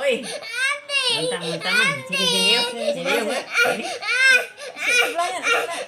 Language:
Musi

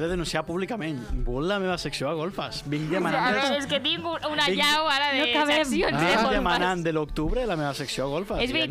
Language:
Catalan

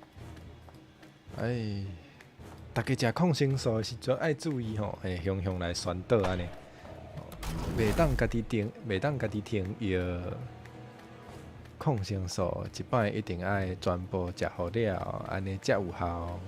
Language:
Min Nan Chinese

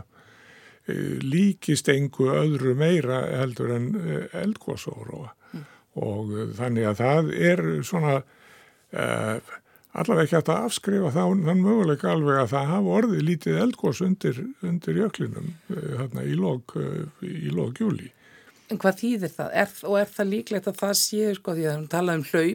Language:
Icelandic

